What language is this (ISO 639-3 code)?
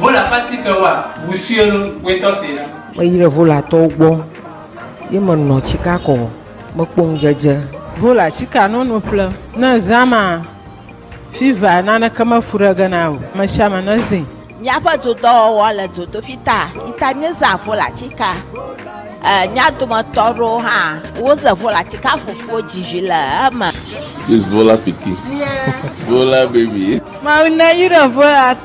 ewe